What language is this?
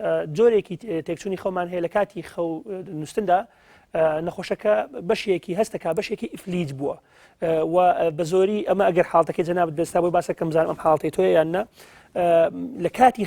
Central Kurdish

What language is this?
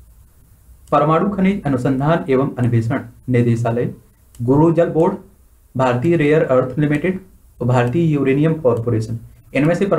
Hindi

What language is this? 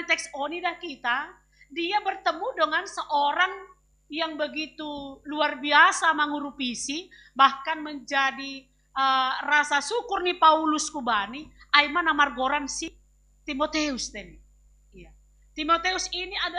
Batak Simalungun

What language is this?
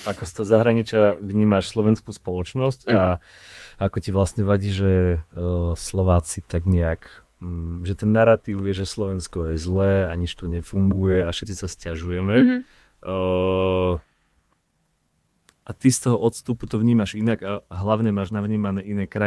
Slovak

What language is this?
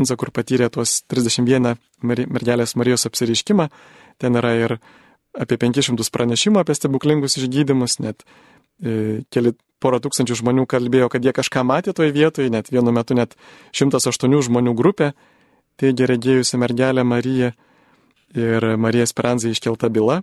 Lithuanian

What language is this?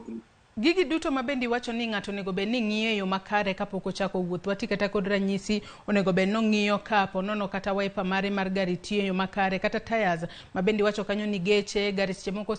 Luo (Kenya and Tanzania)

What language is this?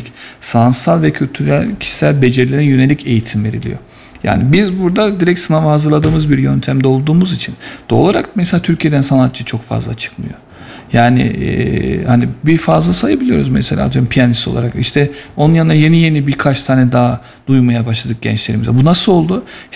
Turkish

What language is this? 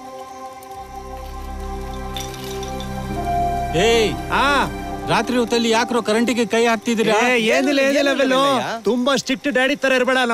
Kannada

